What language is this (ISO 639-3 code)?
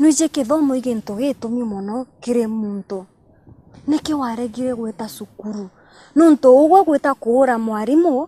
mer